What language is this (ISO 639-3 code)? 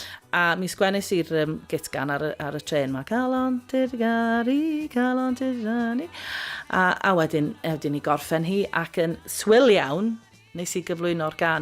cym